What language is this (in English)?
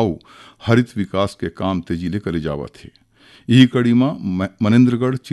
Chhattisgarhi